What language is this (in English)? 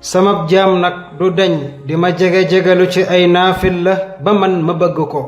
Wolof